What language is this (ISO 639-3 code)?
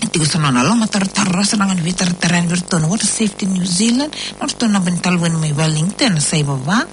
fij